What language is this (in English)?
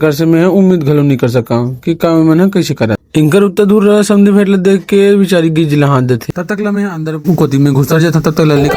Chhattisgarhi